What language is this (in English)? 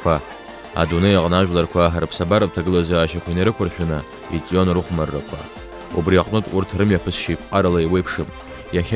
Abkhazian